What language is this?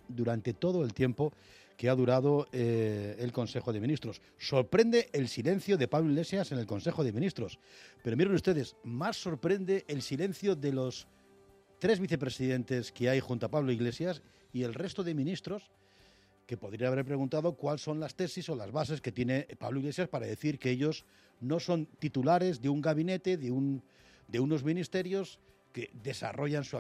Spanish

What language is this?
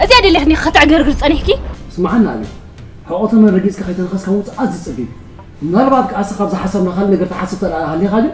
Tigrinya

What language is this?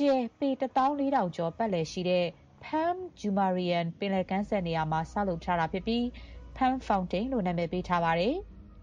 Burmese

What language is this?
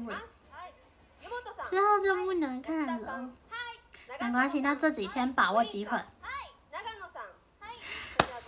Chinese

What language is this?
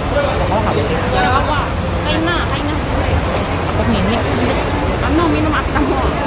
Banjar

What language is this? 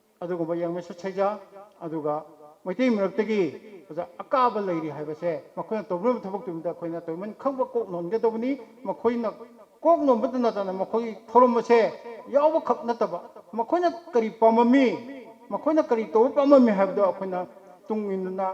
Manipuri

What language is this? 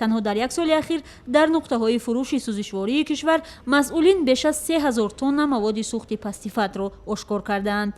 Tajik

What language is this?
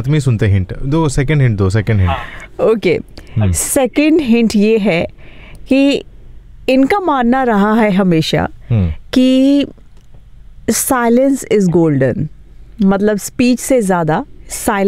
Hindi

